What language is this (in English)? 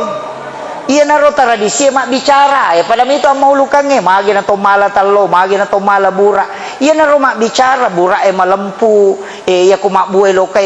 Buginese